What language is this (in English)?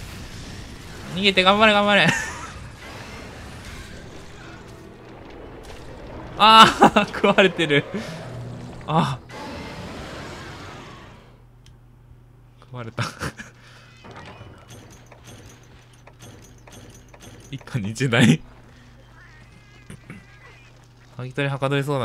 Japanese